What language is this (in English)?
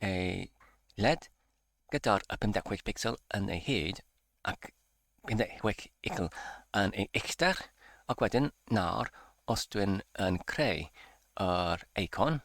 Welsh